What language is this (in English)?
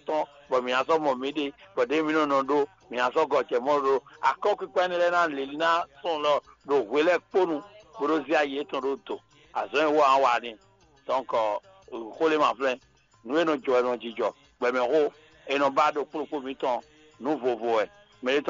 Fon